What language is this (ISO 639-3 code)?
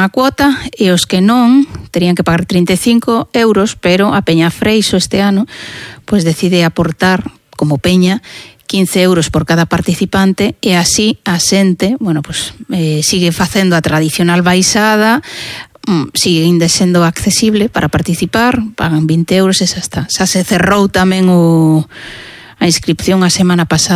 glg